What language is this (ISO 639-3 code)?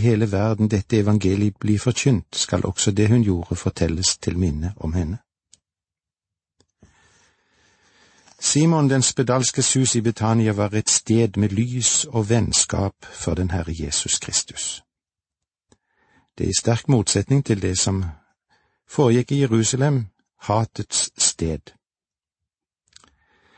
nor